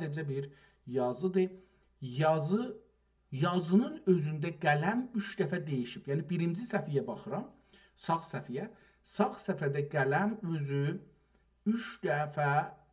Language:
South Azerbaijani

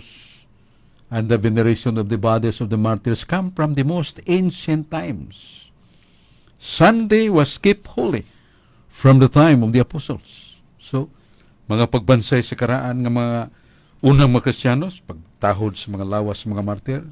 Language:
Cebuano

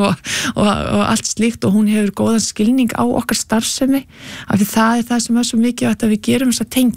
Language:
Icelandic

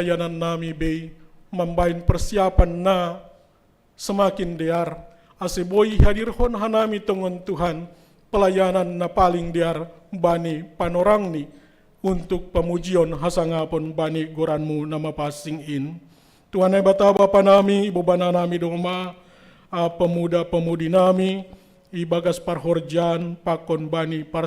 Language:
Batak Simalungun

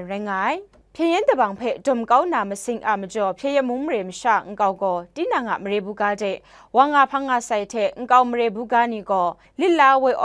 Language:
Kachin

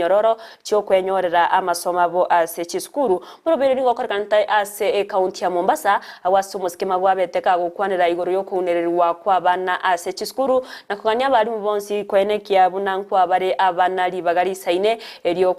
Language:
Gusii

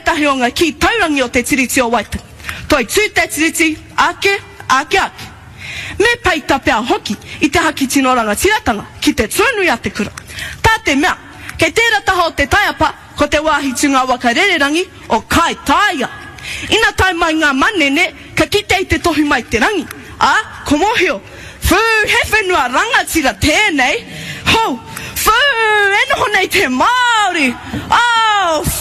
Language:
Māori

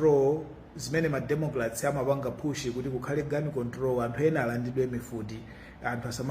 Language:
Nyanja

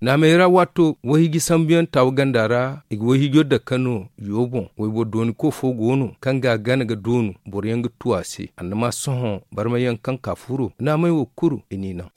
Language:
Zarma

